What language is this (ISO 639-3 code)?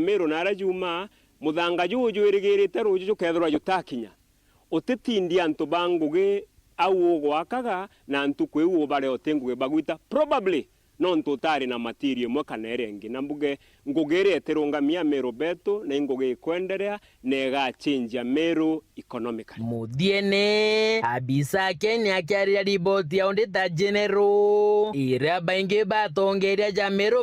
mer